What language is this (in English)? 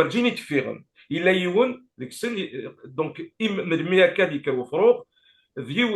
Kabyle